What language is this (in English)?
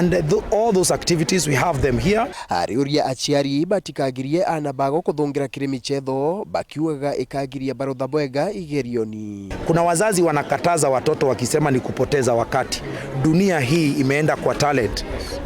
Meru